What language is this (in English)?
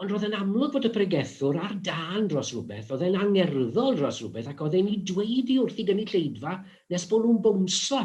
Welsh